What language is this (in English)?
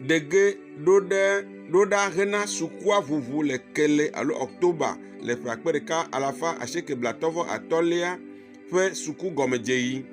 Ewe